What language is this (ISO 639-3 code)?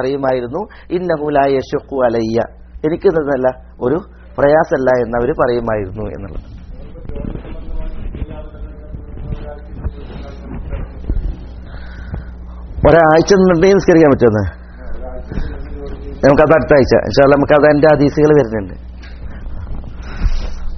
mal